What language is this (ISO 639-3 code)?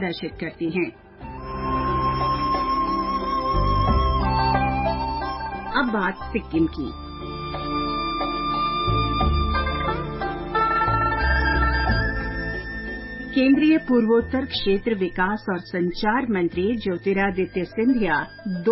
hin